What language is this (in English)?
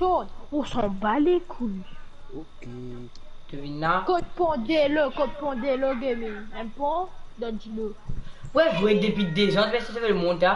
Morisyen